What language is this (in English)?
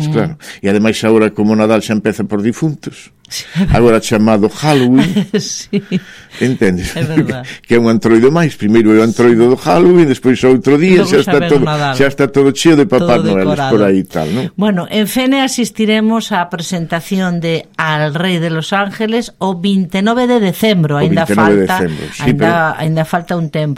Galician